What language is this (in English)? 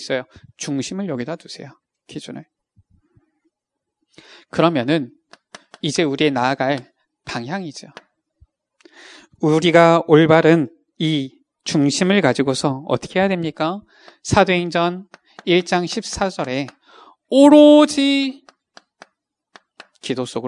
Korean